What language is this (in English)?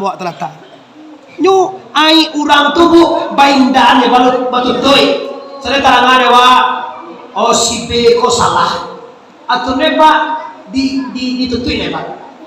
Minangkabau